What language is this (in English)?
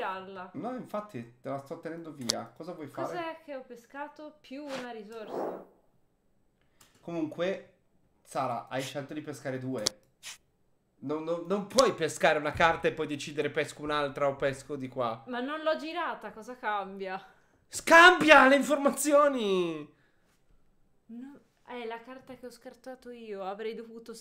Italian